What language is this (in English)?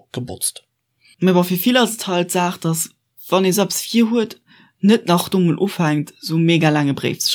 Luxembourgish